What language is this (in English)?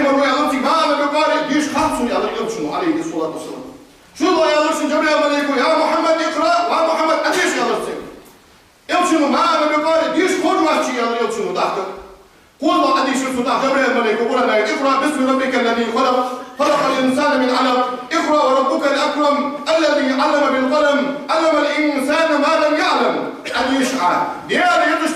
Ingush